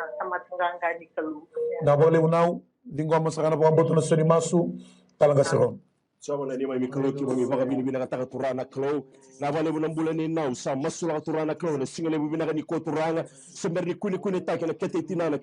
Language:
Fijian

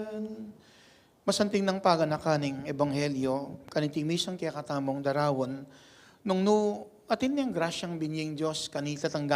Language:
Pampanga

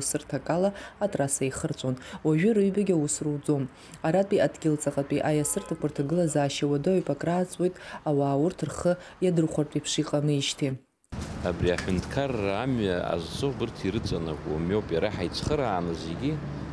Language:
Abkhazian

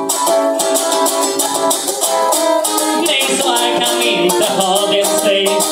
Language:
Swedish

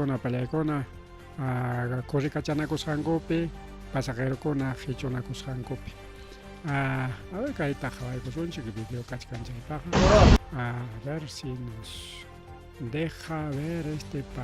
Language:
Ayacucho Quechua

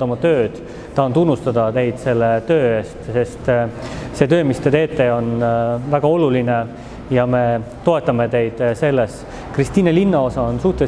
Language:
Estonian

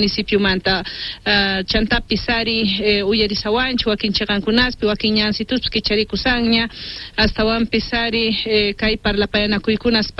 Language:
Quechua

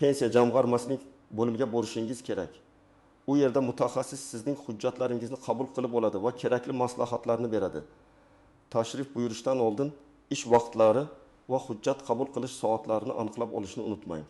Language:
Uzbek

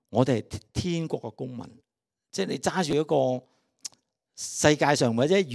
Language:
Cantonese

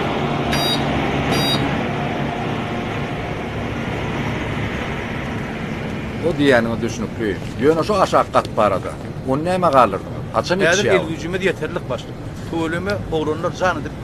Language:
Turkmen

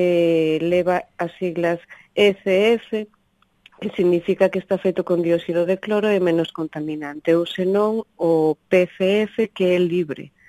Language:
Galician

